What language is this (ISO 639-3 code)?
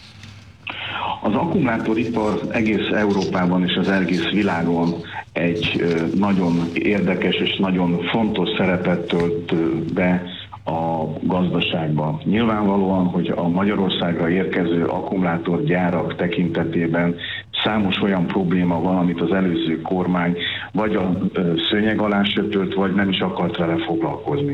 hun